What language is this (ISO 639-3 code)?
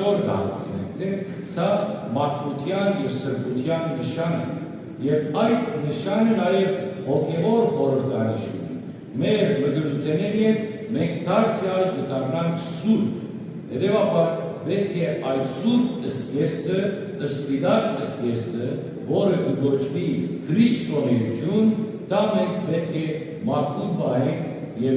hyw